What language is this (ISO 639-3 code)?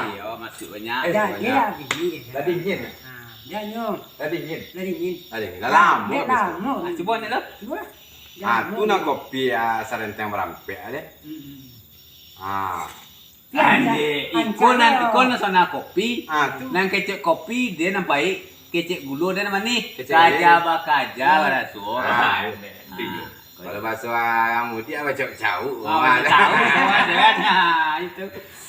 min